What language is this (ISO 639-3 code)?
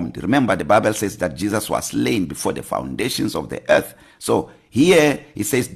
eng